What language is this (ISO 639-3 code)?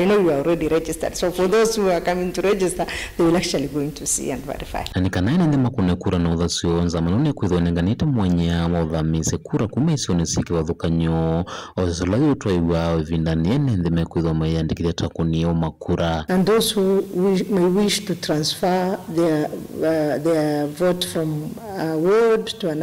kam